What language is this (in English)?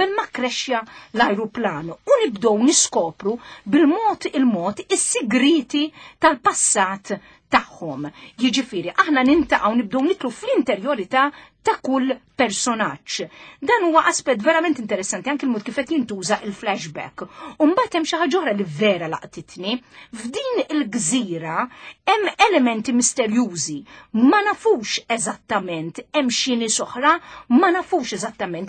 Maltese